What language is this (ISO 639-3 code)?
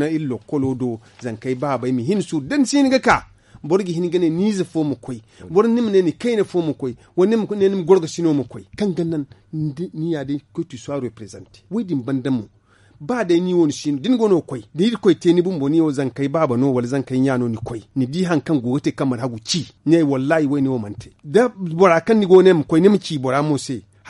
dje